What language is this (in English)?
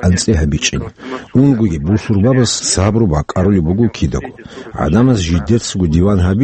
Avaric